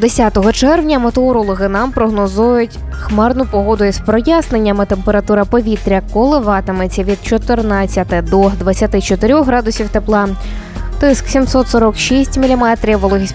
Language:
Ukrainian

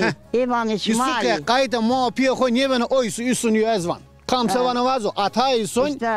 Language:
Zaza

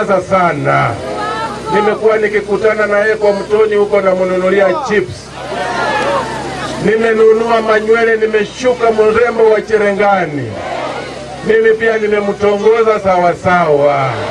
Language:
Swahili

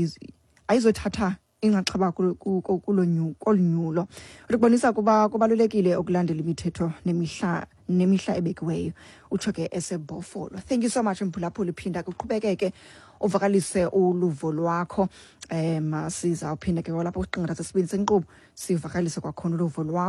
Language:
Xhosa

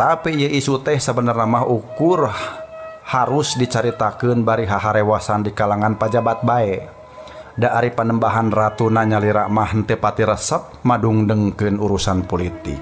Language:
Sundanese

